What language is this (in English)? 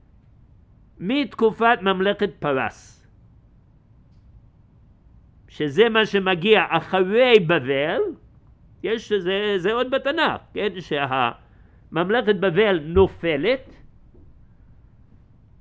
Hebrew